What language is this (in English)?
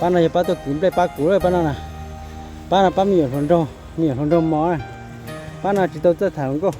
Hmong